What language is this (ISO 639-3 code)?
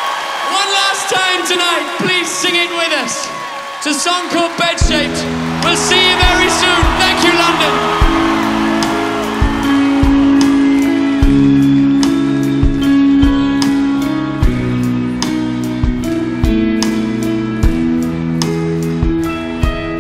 eng